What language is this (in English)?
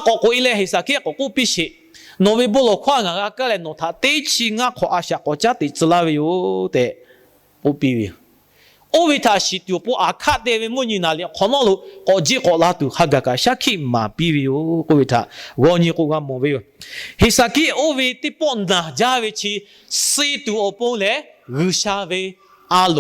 Lahu